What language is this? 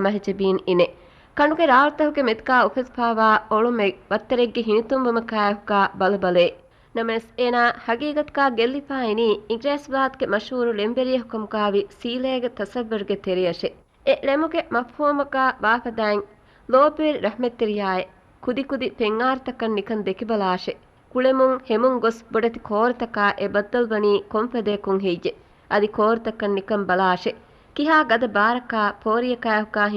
Divehi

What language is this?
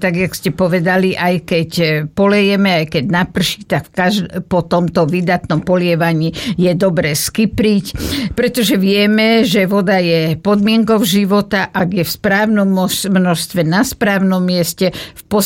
Slovak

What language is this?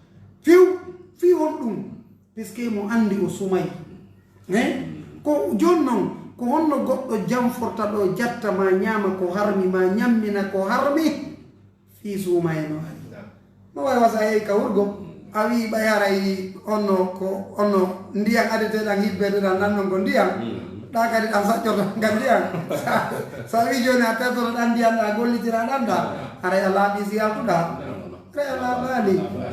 Pular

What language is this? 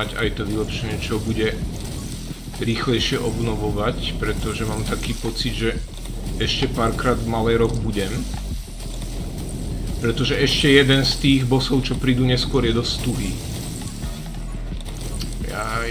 Slovak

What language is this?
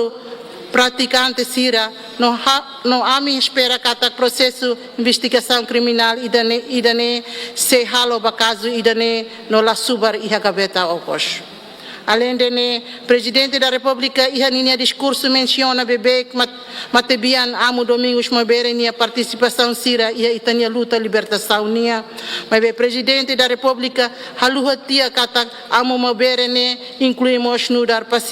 Tetum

